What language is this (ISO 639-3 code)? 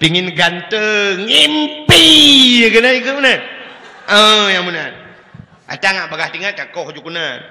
ace